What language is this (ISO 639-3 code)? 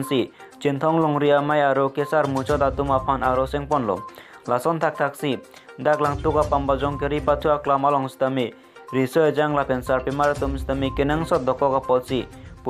mjw